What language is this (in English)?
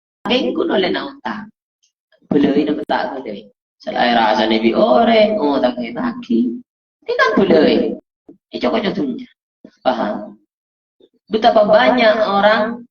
Madurese